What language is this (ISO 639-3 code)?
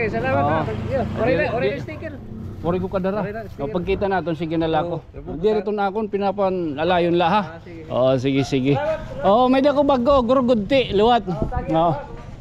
war